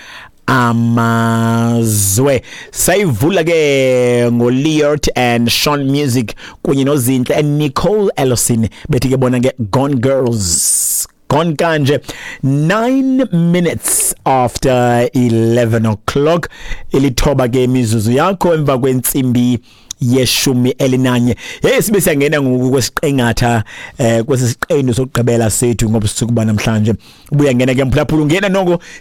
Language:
Xhosa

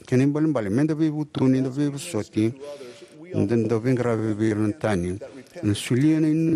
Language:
Fijian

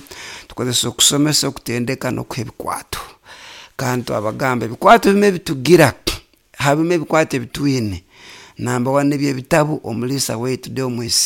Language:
Nyoro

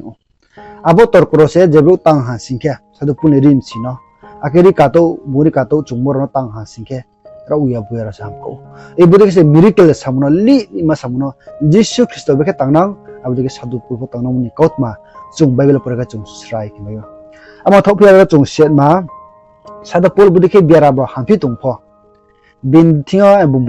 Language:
Riang (India)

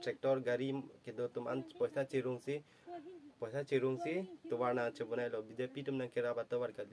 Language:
Karbi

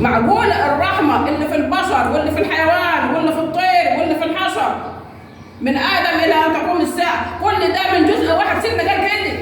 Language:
Egyptian Arabic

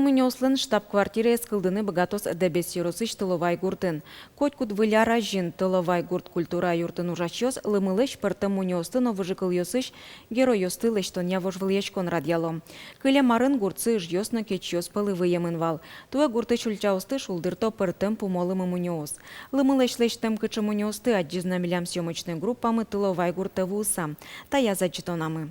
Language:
Udmurt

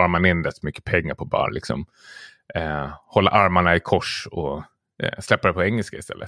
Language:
Swedish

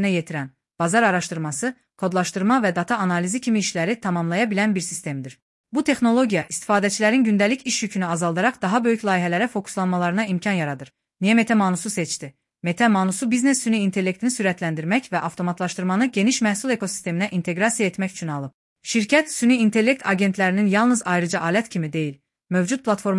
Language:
Azerbaijani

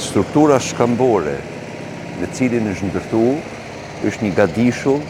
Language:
Albanian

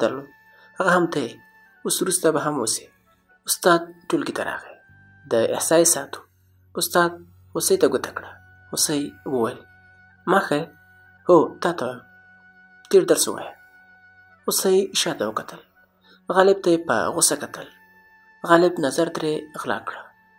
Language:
Pashto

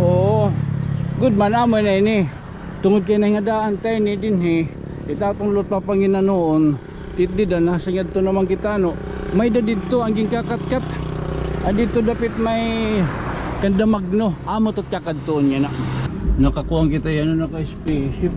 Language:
Waray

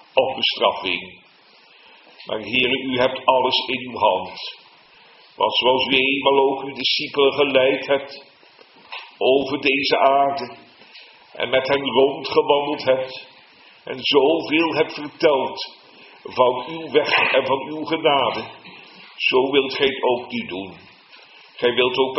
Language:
Dutch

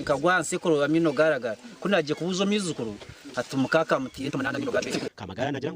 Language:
Nyankole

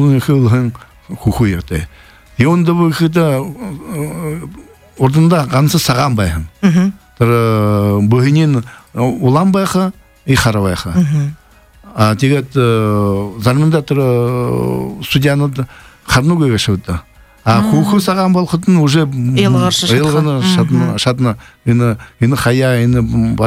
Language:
Buriat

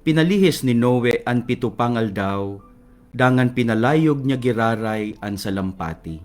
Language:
Bikol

